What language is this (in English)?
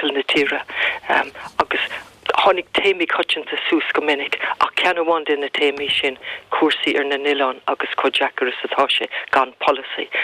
Irish